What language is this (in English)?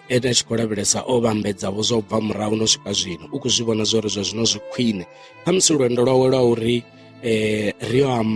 Venda